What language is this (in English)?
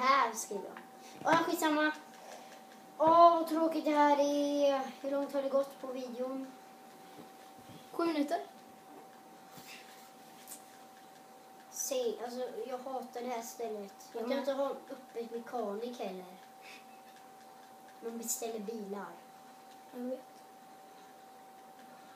Swedish